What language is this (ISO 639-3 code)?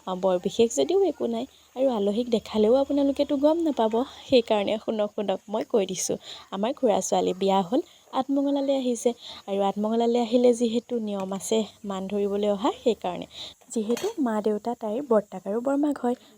asm